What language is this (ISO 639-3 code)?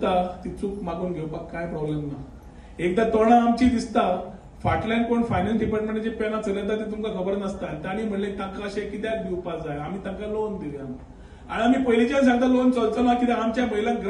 kok